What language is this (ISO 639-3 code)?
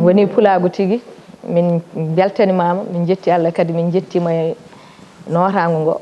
ful